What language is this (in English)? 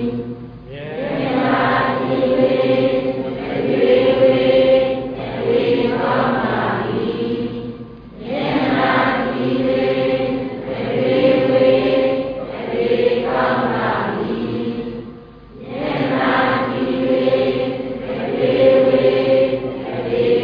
Burmese